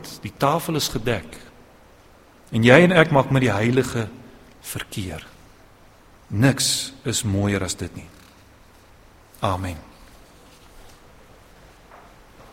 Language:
Afrikaans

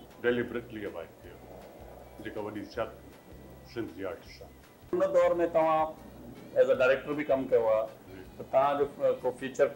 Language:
Sindhi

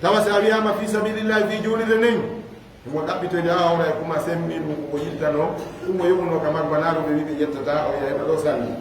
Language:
Fula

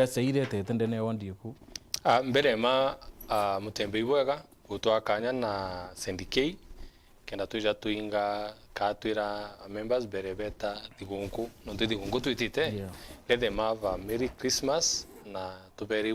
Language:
Meru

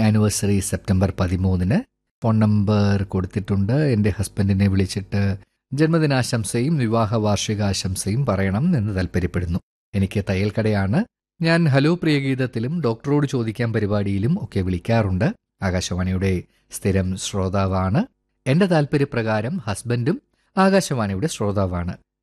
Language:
Malayalam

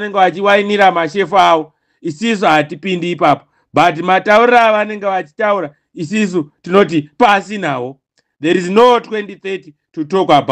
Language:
Shona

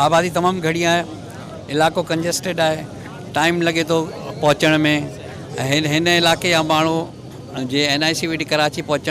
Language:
Sindhi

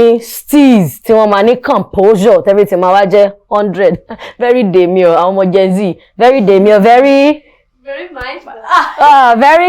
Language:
Yoruba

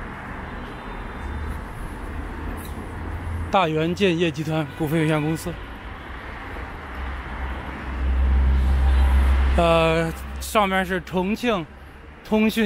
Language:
Chinese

